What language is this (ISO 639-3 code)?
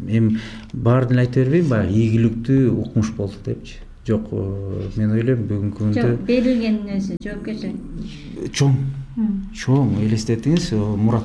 kir